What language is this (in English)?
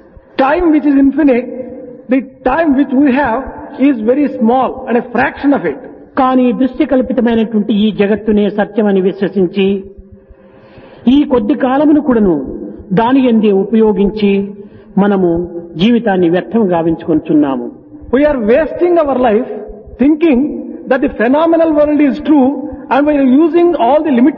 Telugu